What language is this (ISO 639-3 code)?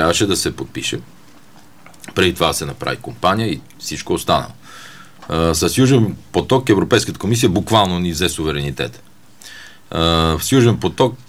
bul